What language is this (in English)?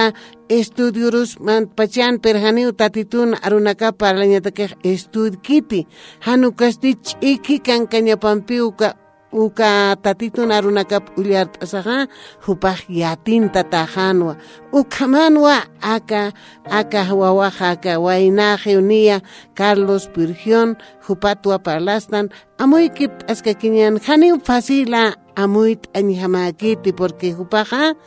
Aymara